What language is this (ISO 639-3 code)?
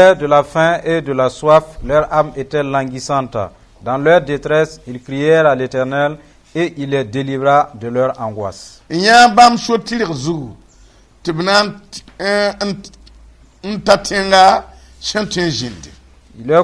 mos